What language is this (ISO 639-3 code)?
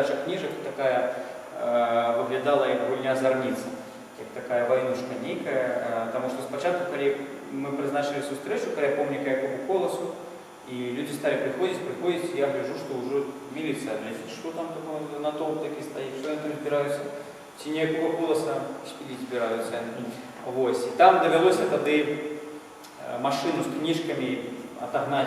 bel